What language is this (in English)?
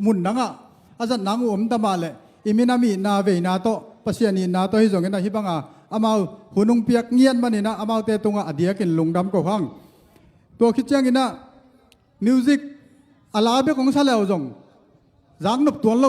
Tedim Chin